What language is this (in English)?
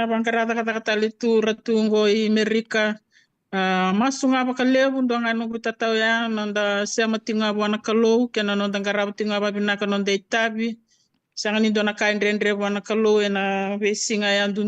Fijian